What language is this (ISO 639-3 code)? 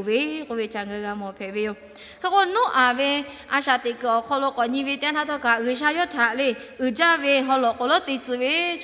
lhu